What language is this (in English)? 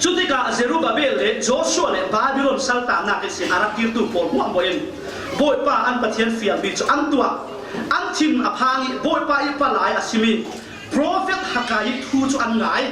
Falam Chin